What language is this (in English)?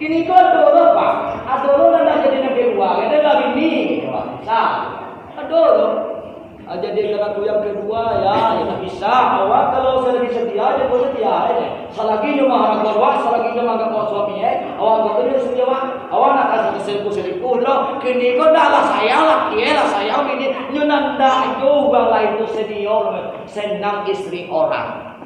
Minangkabau